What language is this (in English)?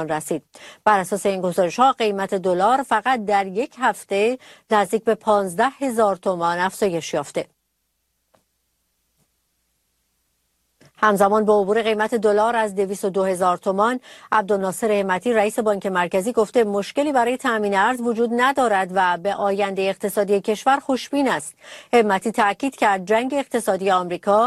Persian